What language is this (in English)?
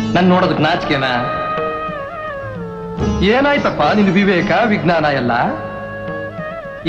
Kannada